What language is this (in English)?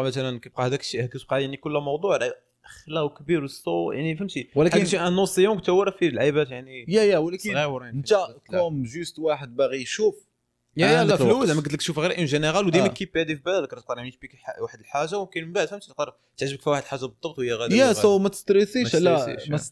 Moroccan Arabic